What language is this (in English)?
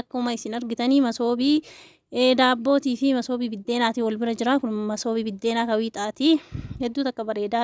Oromo